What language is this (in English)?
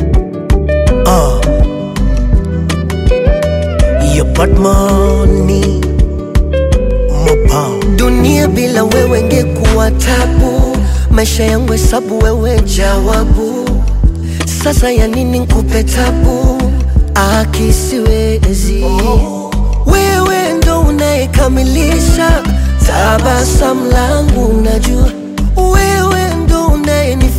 Swahili